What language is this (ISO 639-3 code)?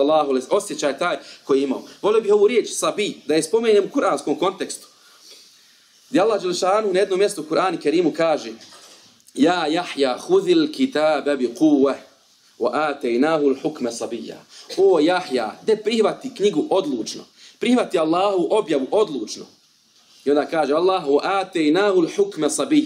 bos